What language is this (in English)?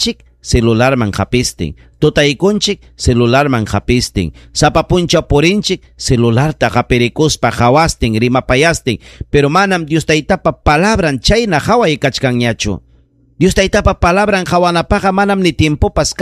Ayacucho Quechua